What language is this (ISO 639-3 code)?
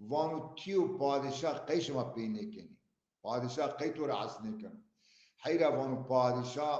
zza